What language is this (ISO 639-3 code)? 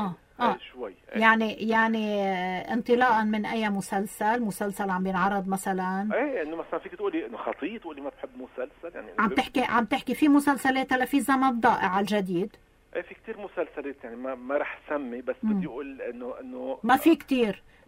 apc